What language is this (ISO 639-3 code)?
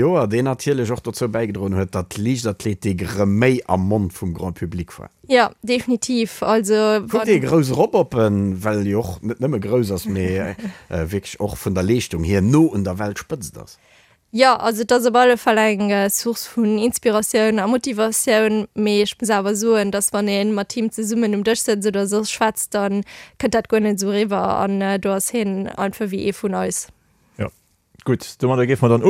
ltz